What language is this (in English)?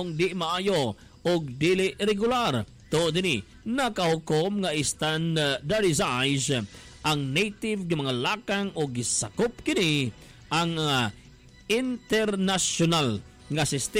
Cebuano